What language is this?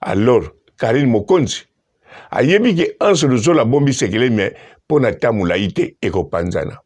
Lingala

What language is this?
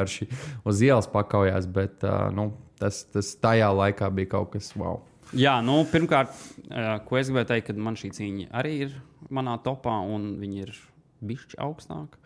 Latvian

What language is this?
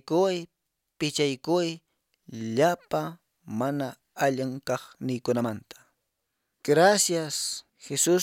Quechua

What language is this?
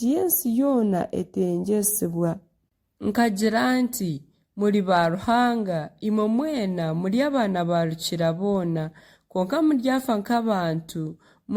Nyankole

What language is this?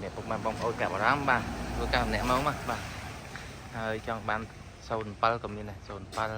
Khmer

